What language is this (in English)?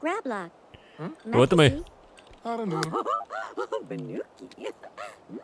Bavarian